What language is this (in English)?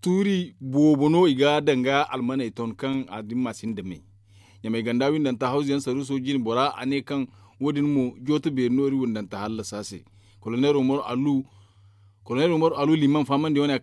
Zarma